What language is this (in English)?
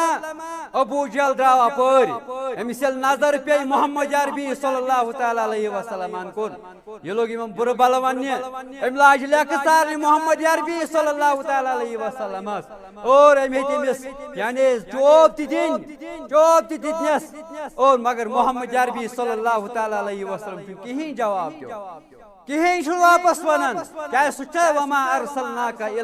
Kashmiri